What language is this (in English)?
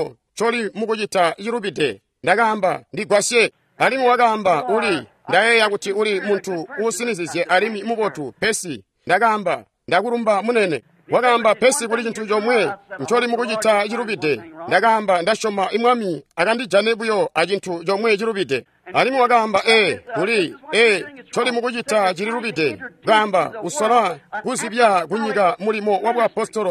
Tonga (Zambia)